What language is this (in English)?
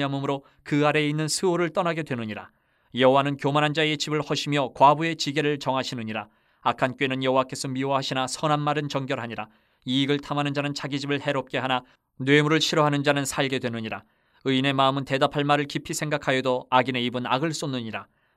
Korean